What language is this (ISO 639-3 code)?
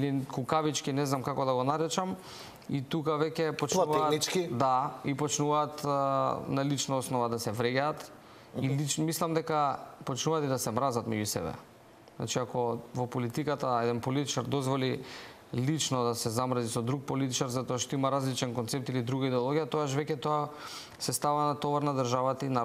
mkd